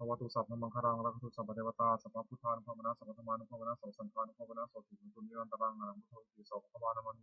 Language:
Pali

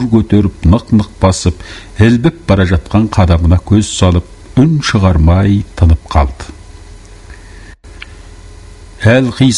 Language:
Kazakh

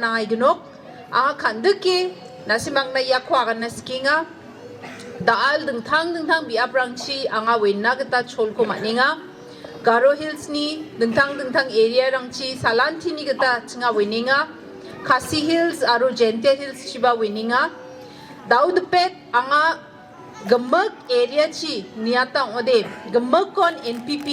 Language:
Garo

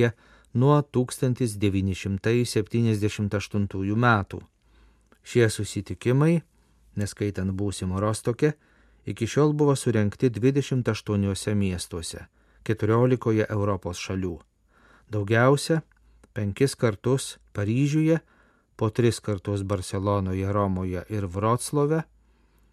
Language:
Lithuanian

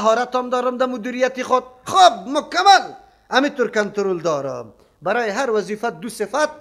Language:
Persian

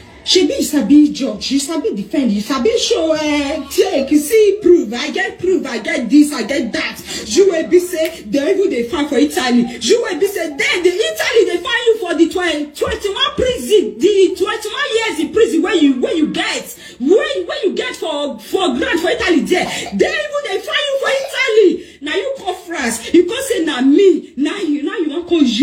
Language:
Nigerian Pidgin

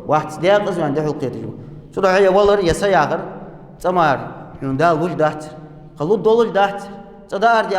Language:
Ingush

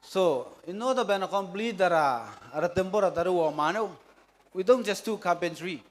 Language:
Gilbertese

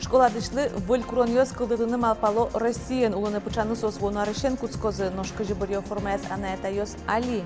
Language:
Udmurt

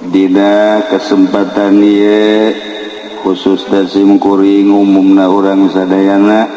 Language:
Sundanese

